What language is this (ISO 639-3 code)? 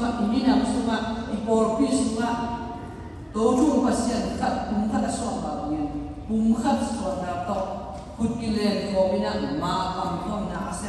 ctd